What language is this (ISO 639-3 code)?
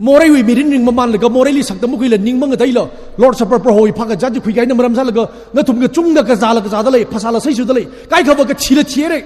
nmf